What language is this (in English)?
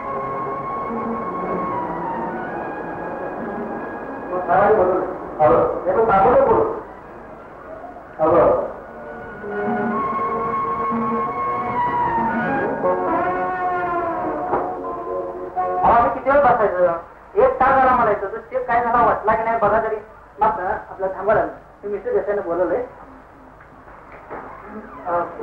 Marathi